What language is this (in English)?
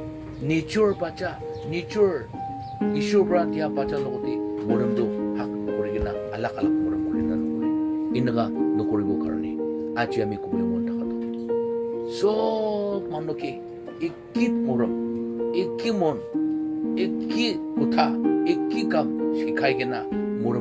Naga Pidgin